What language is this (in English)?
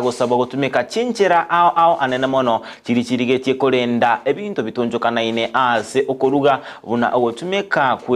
Gusii